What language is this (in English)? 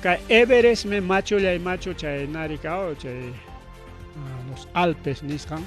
Ayacucho Quechua